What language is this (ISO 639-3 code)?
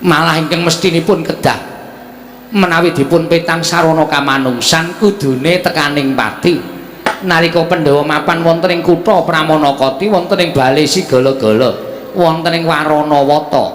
jav